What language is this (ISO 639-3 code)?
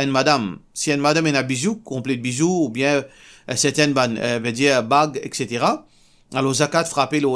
mfe